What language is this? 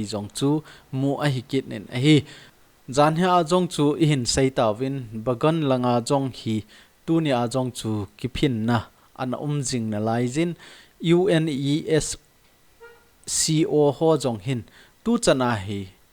Thado Chin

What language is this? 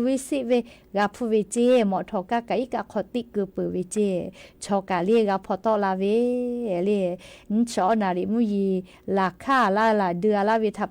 Lahu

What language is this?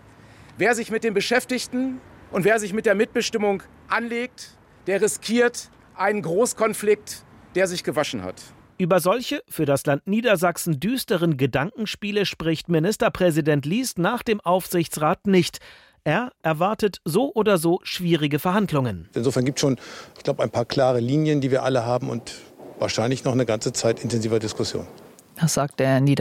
German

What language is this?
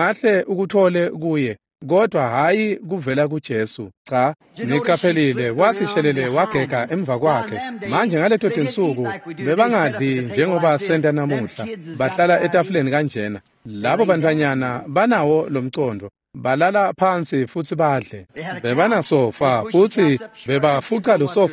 Swati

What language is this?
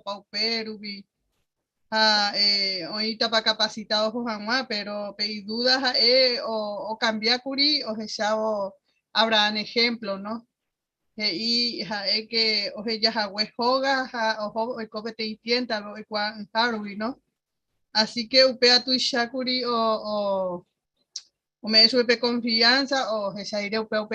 Guarani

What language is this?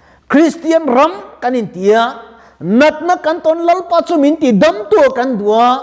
Mizo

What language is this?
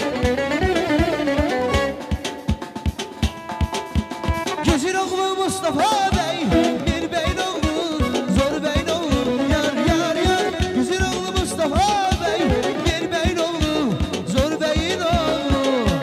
Azerbaijani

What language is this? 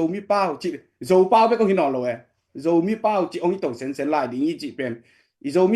Tedim Chin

